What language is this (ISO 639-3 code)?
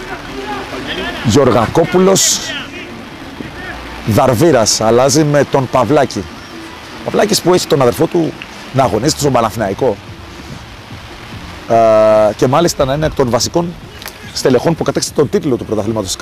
ell